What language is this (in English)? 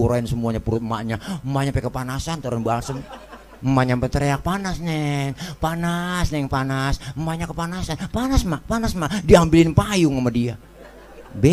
Betawi